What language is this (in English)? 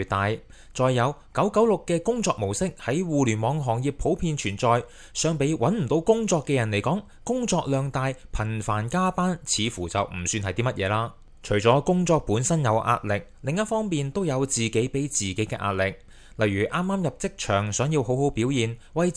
Cantonese